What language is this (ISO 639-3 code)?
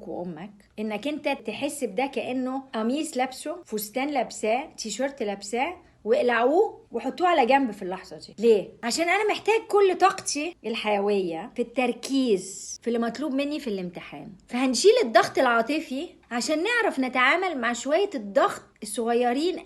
arz